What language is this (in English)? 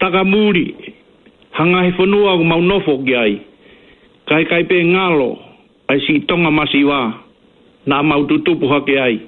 Tongan